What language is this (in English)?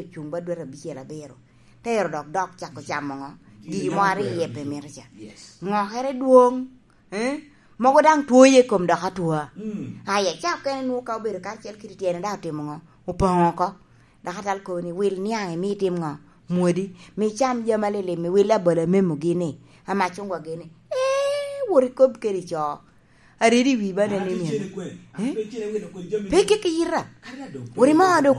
Lango (Uganda)